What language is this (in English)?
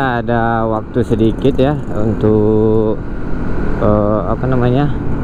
Indonesian